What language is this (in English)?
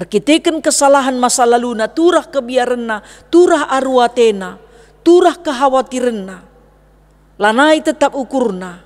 Batak Karo